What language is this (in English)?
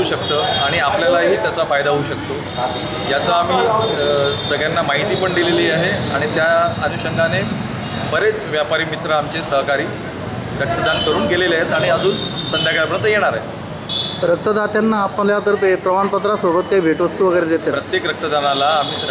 Marathi